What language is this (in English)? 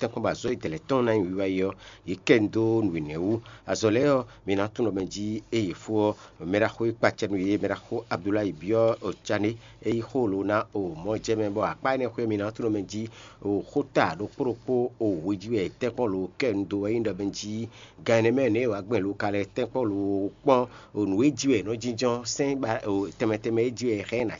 Fon